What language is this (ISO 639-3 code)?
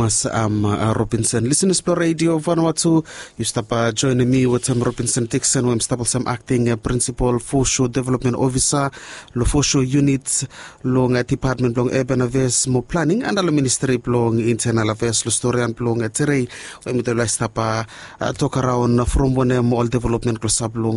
bis